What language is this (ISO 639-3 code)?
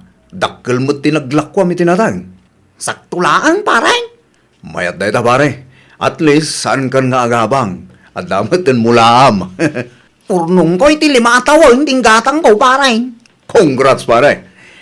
ilo